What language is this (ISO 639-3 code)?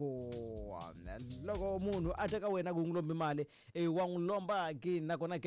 tso